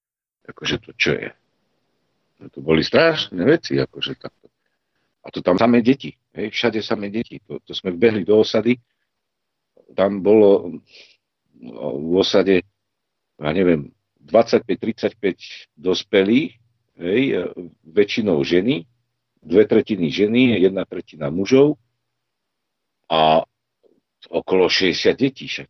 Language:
Slovak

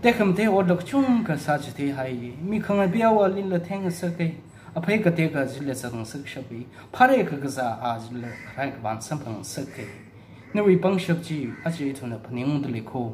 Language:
Tangkhul Naga (India)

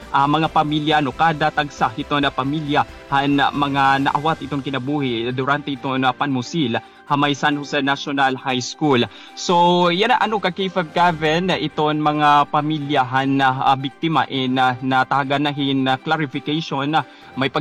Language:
Waray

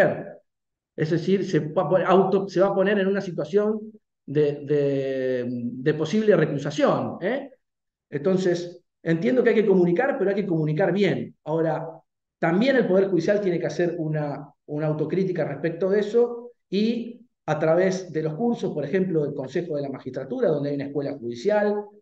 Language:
Spanish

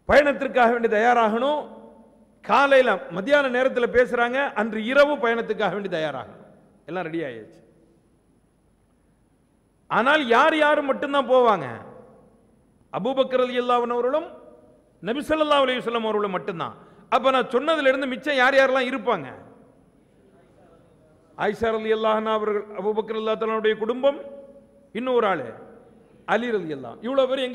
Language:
Tamil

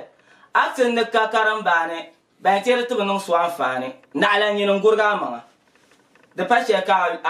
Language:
Dagbani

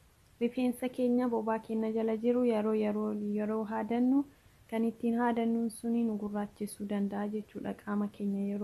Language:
Oromo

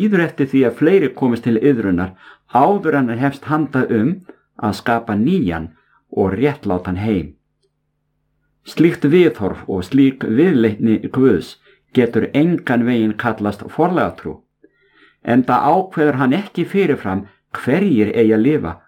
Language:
Icelandic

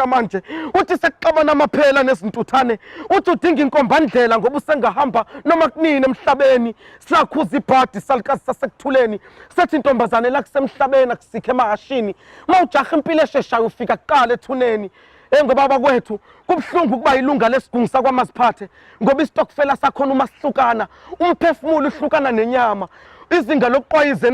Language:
Zulu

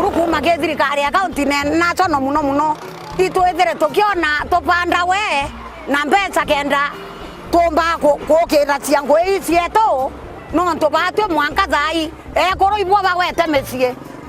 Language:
Meru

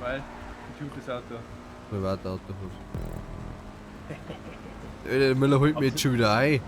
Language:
Bavarian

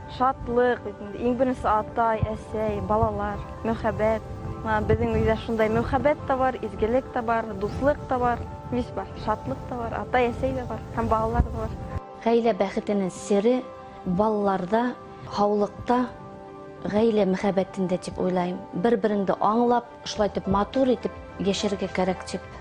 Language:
Bashkir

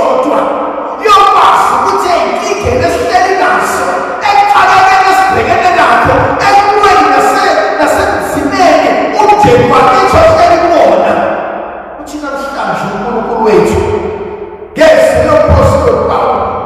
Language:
Zulu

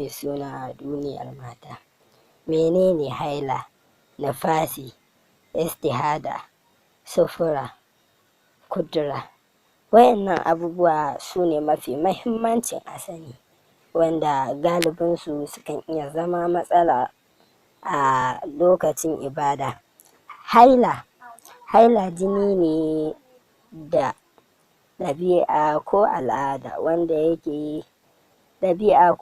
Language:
Hausa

